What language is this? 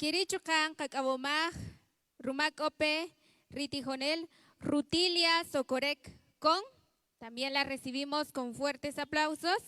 Kaqchikel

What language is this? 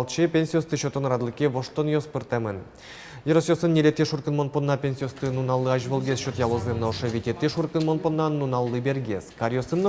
Udmurt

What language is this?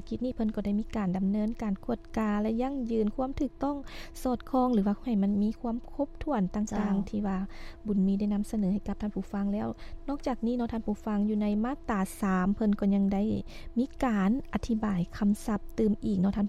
Lao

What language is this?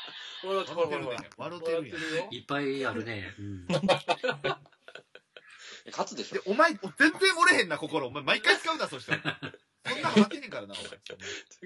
Japanese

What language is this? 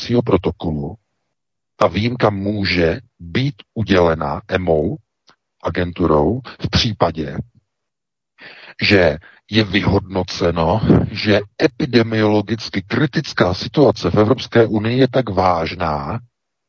Czech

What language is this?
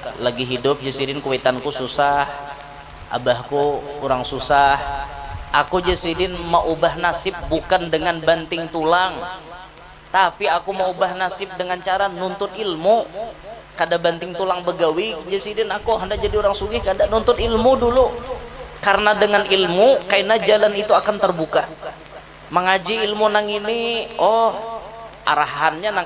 Banjar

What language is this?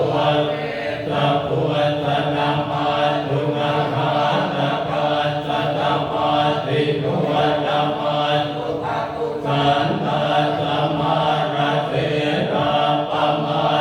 Pali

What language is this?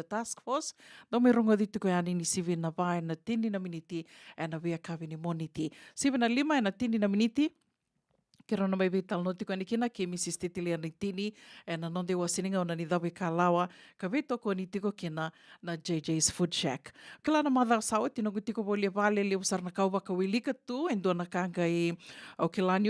Fijian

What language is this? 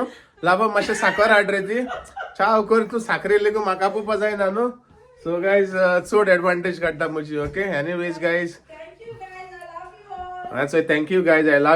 Konkani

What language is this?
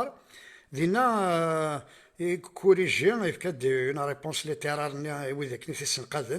Kabyle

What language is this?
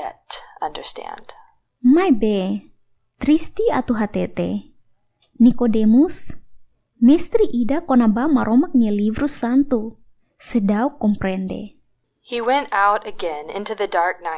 Tetum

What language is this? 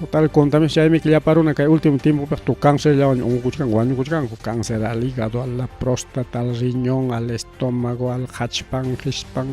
Ayacucho Quechua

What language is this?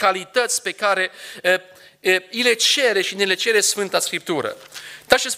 Romanian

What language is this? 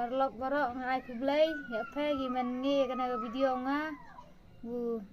Khasi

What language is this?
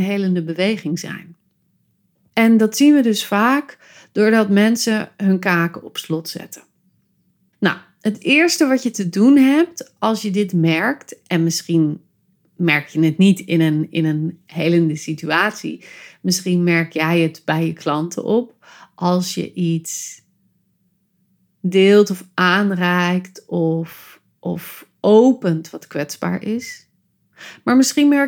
Dutch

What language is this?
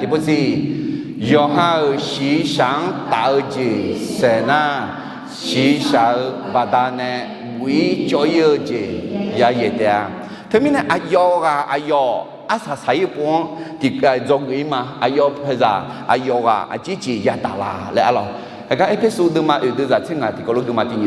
Akha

